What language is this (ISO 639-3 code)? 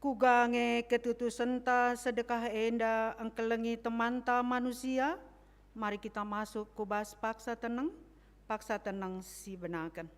btx